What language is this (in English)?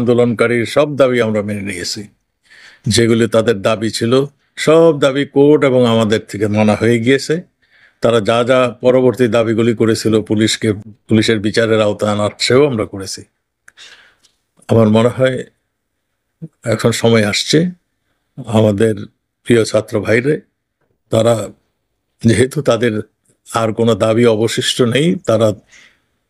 Bangla